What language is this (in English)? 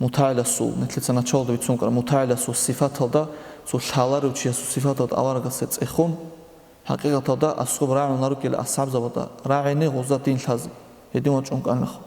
Avaric